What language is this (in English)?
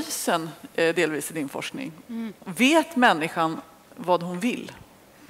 Swedish